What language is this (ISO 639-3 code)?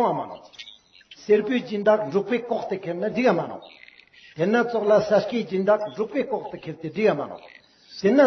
lbj